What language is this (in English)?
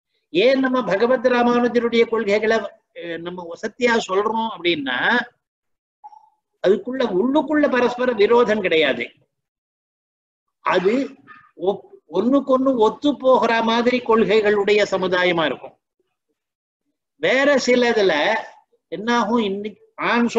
Tamil